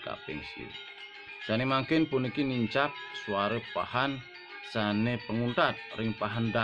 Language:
Balinese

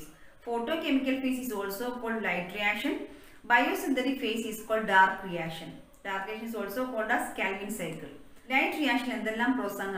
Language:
Malayalam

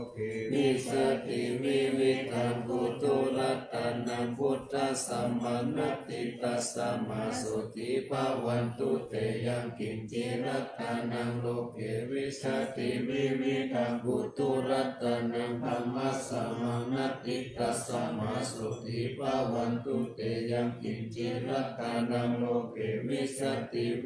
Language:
Pali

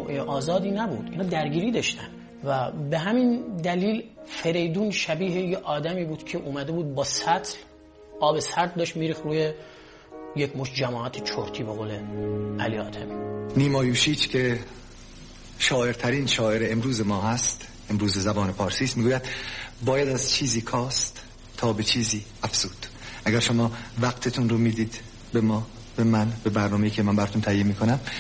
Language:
Persian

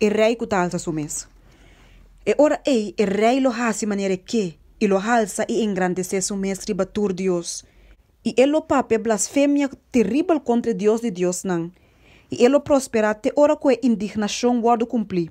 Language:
Papiamento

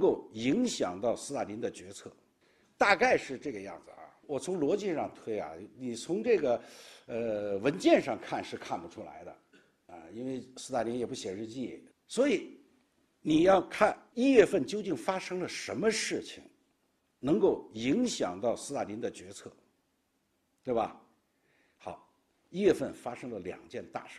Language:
Chinese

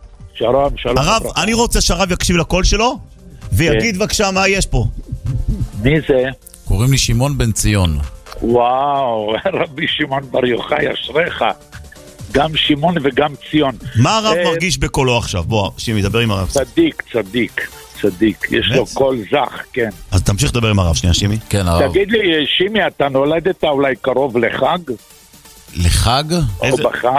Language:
Hebrew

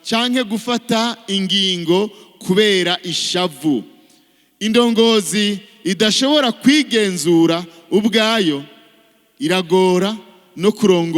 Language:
Rundi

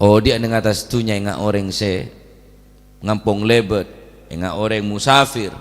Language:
Madurese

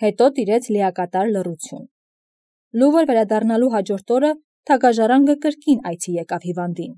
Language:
Armenian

